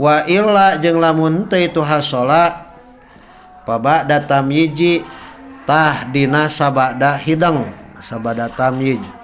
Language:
Sundanese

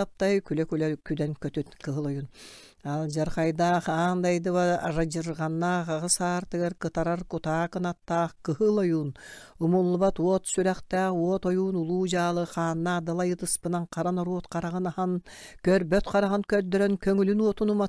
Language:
Yakut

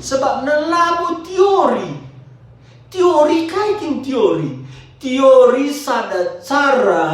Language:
Batak Karo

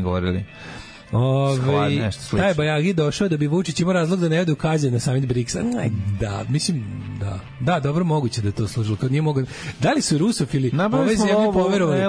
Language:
Serbian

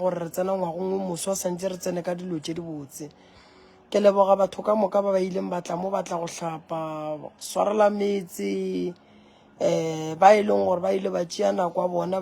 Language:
Northern Sotho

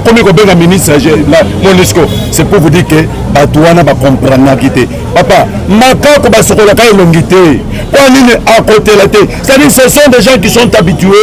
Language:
Lingala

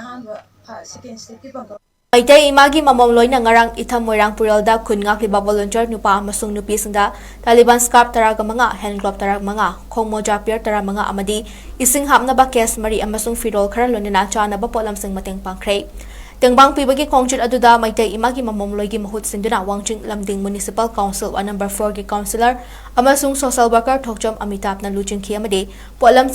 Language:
Manipuri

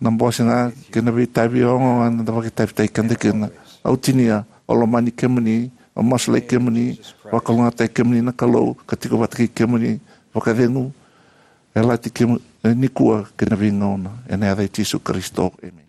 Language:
Fijian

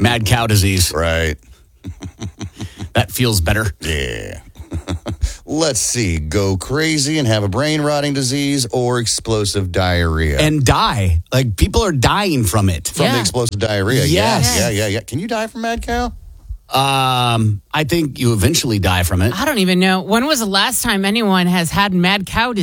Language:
English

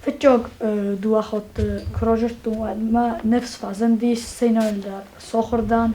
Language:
Ossetic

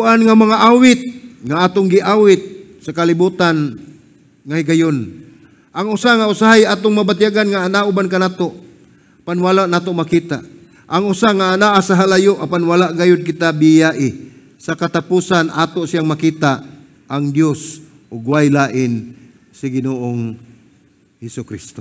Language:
Cebuano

